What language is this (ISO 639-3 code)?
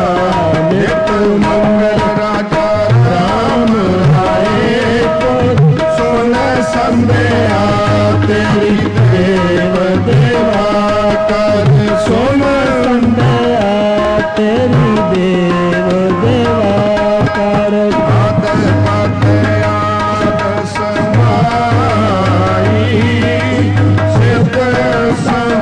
pan